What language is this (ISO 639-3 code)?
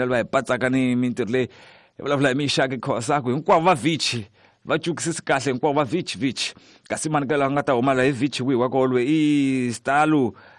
tso